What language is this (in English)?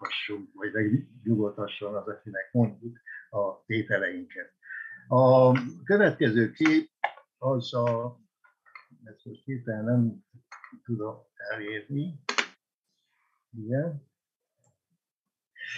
Hungarian